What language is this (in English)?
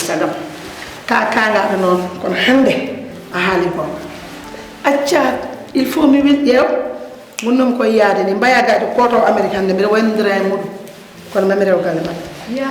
Fula